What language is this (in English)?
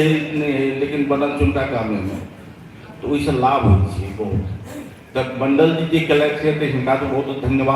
Maithili